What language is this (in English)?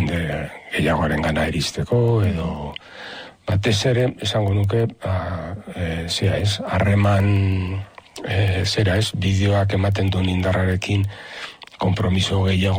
Basque